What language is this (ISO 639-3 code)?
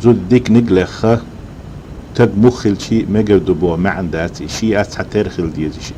che